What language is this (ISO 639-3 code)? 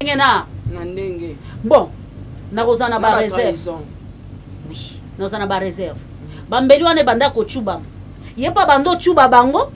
lin